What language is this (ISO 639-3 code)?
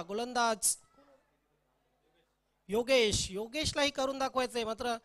mar